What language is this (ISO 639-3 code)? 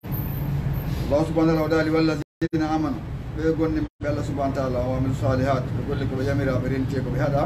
ful